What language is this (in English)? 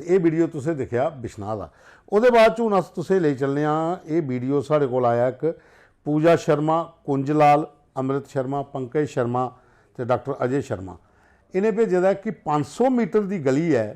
Dogri